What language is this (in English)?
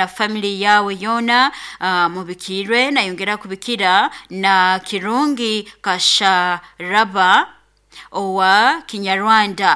Nyoro